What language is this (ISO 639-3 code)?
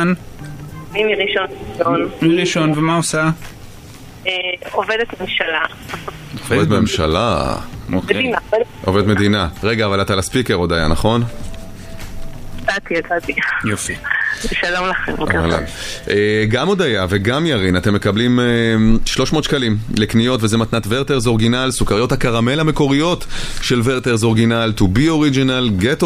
heb